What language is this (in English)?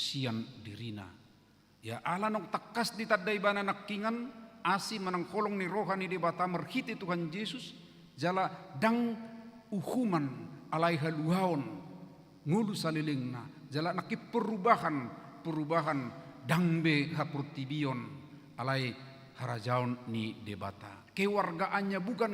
Batak Toba